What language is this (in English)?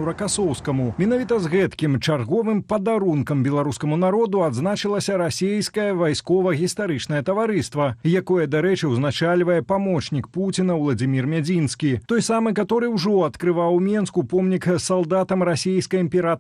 Belarusian